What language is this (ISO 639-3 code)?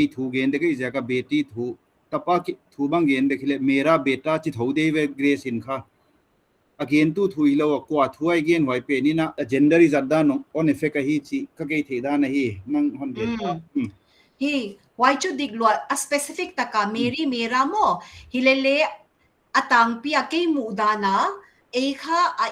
pck